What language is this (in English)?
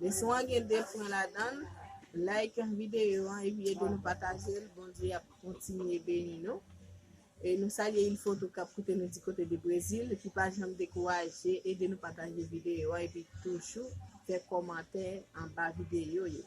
Haitian Creole